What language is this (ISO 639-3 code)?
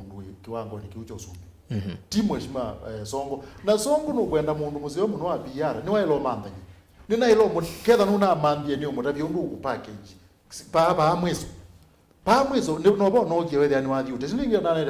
kam